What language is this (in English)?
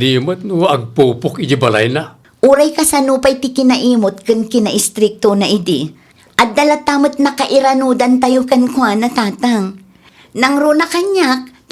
Iloko